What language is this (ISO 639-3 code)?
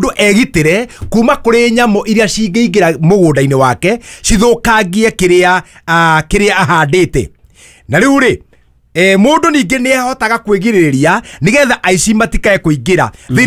kik